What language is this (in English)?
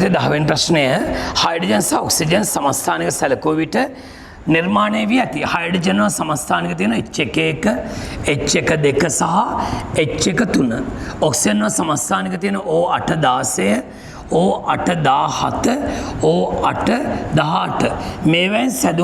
Sinhala